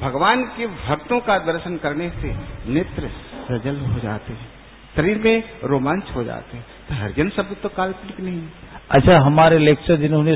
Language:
Hindi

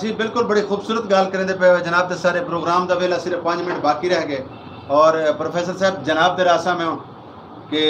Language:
Saraiki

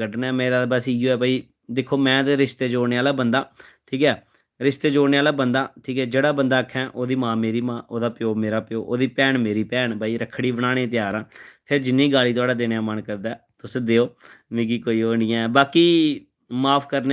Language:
Dogri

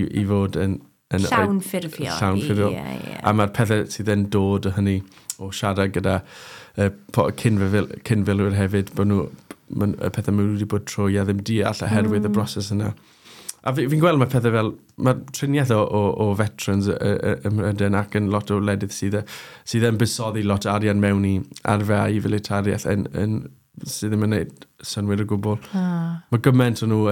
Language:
Welsh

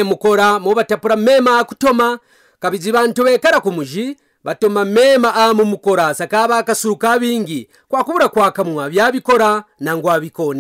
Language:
Kaonde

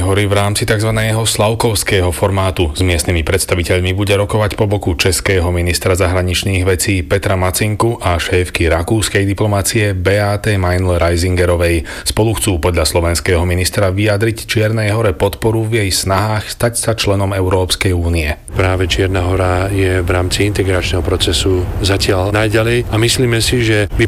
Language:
Slovak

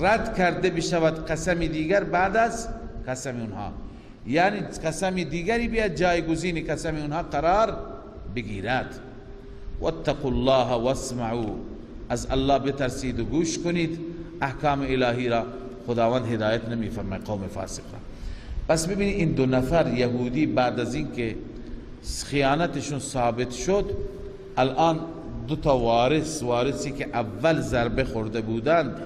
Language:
Persian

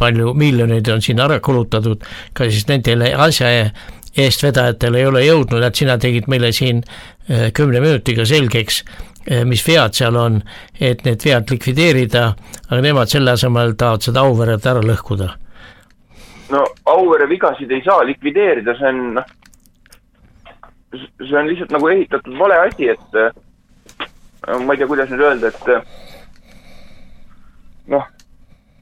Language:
Estonian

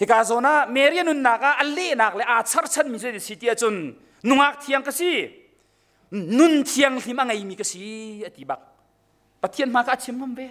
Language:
Hakha Chin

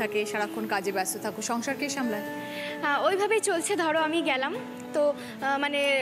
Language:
Bangla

